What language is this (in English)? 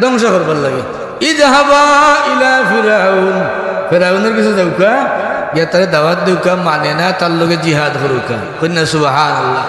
Sylheti